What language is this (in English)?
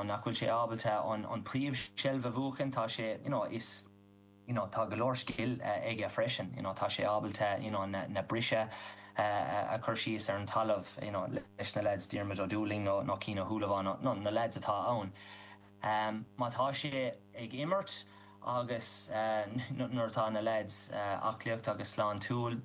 Irish